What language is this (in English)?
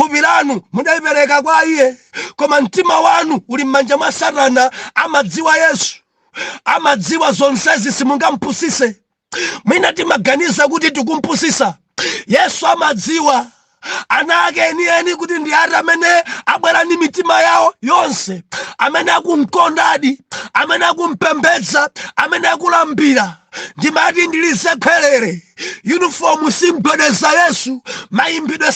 Nyanja